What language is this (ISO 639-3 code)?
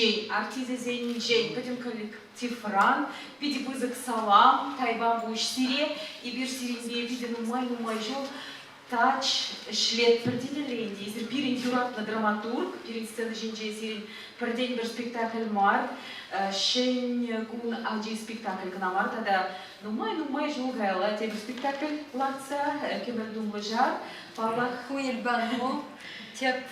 chv